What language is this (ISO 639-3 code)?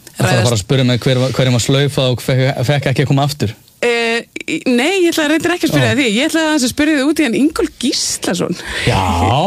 isl